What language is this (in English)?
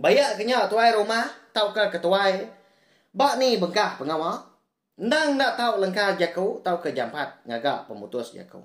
Iban